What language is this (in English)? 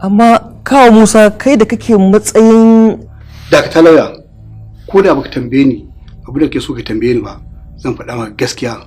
Hausa